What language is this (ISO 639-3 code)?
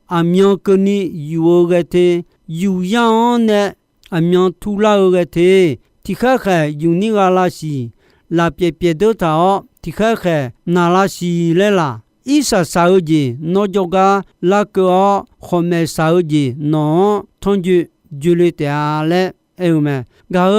ahk